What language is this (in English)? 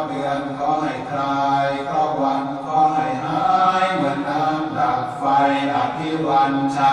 Pali